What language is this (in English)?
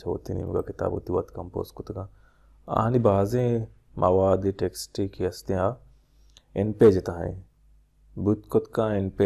Baluchi